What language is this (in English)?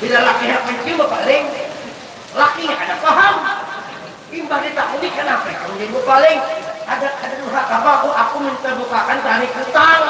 Banjar